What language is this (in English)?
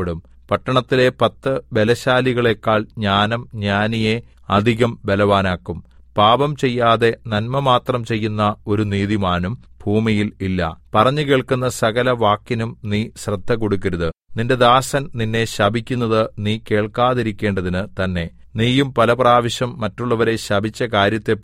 Malayalam